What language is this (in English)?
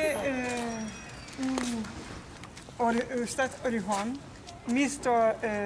Ukrainian